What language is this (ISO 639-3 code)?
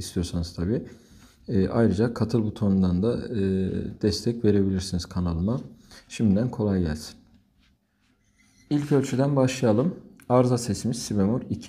tur